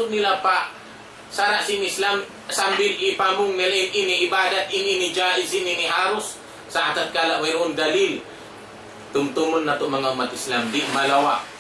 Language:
Tausug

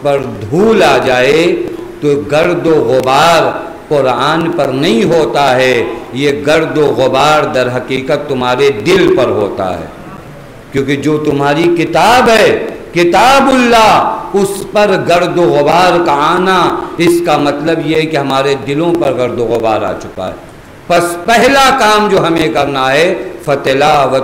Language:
Urdu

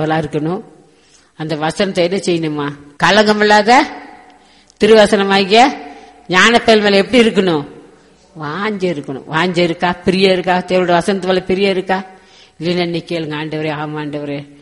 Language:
Tamil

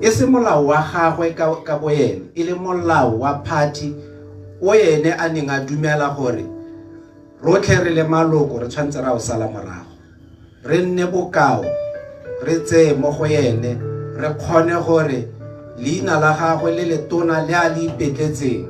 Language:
Tswana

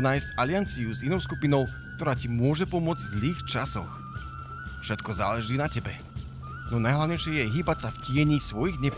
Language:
Slovak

